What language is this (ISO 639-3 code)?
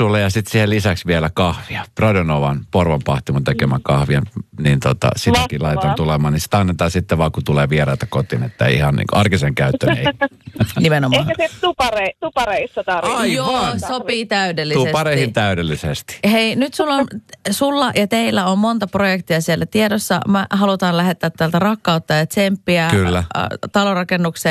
fin